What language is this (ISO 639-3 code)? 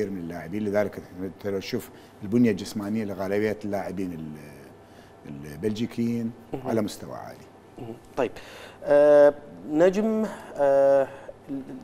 acm